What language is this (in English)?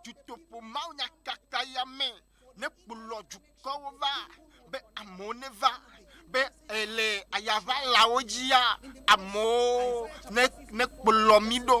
Ewe